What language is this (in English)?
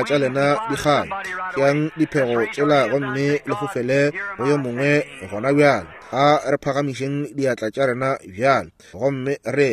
Northern Sotho